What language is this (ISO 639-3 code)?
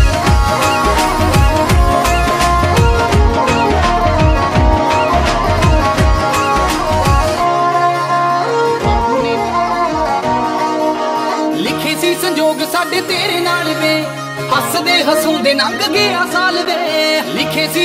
pan